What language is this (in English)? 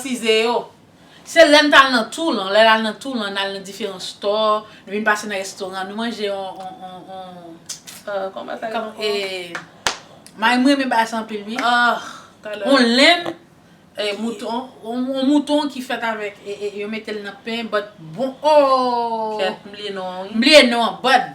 Haitian Creole